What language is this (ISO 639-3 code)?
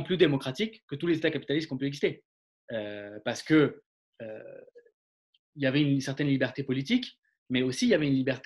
fra